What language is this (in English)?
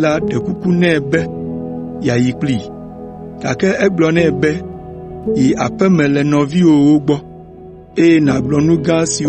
Ewe